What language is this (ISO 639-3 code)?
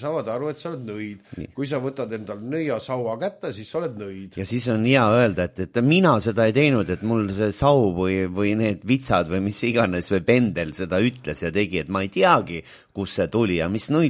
est